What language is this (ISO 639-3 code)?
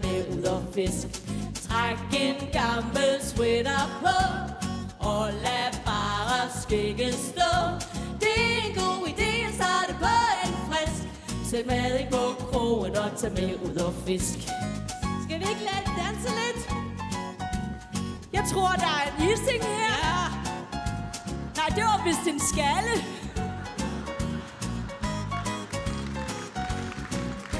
dan